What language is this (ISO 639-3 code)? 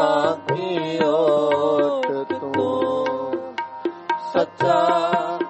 pan